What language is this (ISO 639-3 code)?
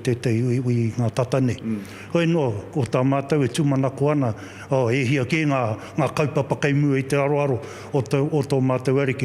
mri